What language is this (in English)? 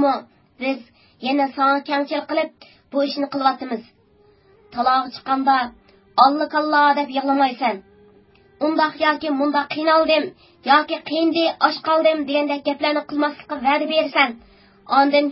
Uyghur